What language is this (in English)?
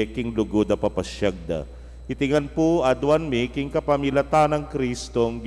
Pampanga